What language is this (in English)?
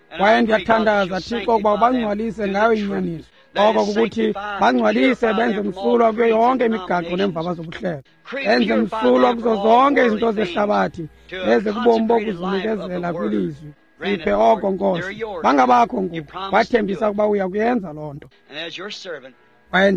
Xhosa